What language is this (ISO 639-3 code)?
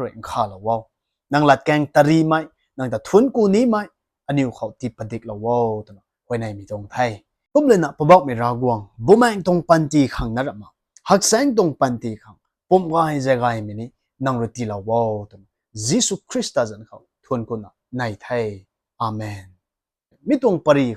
nbu